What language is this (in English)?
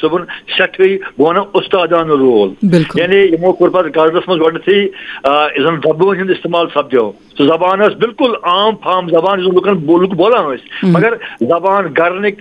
Kashmiri